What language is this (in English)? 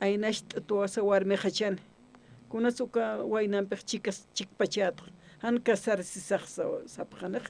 Aymara